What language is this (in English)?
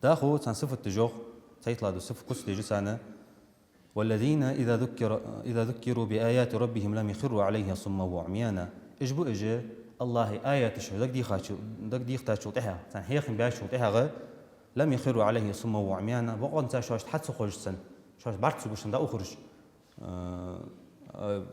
Ingush